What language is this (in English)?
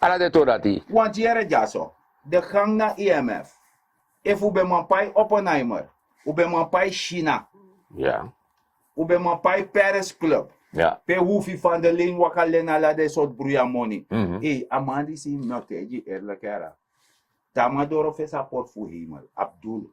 Sranan Tongo